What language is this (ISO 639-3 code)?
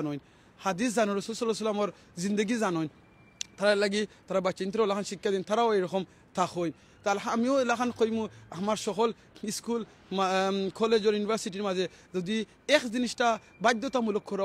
syl